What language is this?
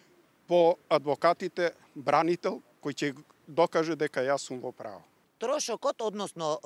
Macedonian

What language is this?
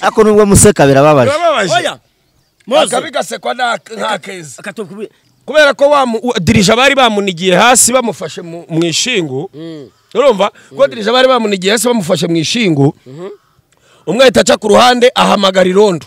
Kinyarwanda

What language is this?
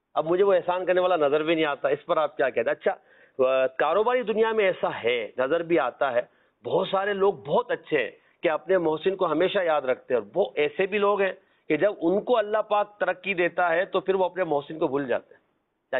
Urdu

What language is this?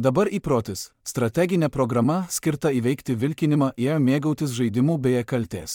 Lithuanian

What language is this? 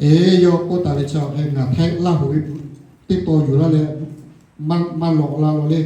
Lahu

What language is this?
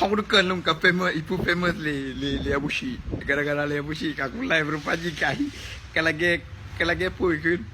Achinese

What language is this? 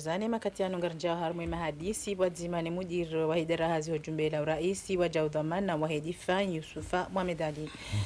Ngazidja Comorian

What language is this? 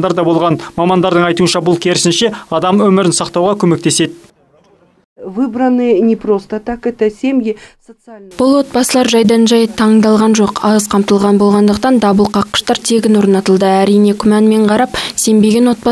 Kazakh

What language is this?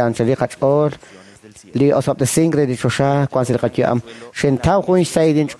Kekchí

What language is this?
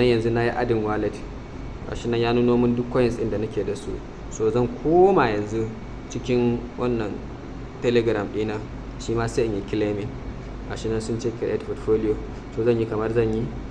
Hausa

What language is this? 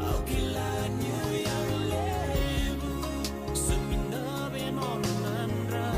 Fijian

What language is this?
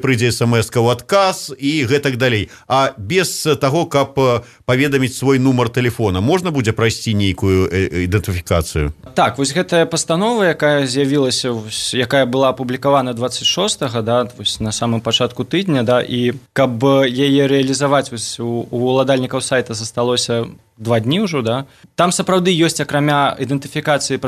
Belarusian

